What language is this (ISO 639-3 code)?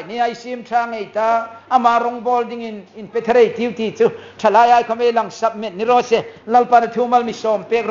tha